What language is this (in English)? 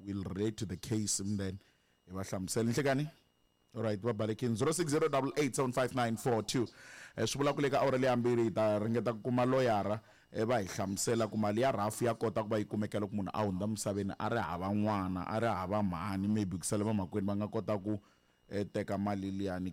Tsonga